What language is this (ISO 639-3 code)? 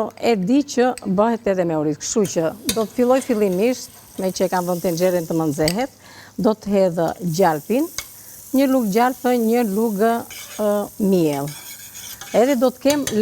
sqi